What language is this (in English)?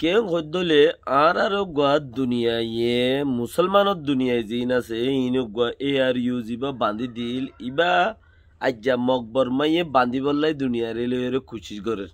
Rohingya